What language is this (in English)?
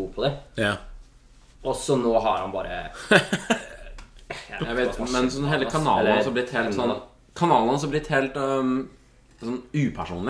Norwegian